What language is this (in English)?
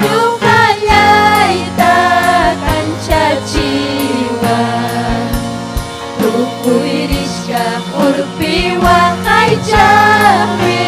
Ayacucho Quechua